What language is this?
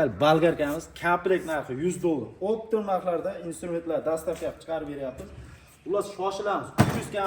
Uzbek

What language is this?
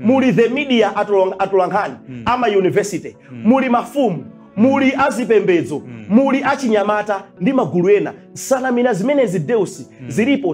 Nyanja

